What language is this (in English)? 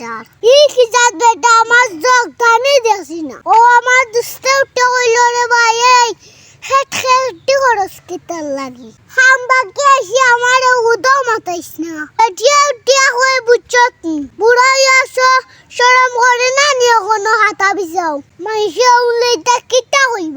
Sylheti